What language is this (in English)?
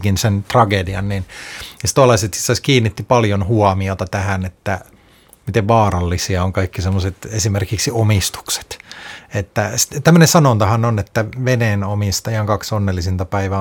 Finnish